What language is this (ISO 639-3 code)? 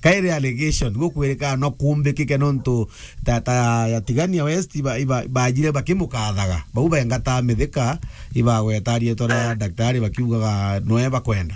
mer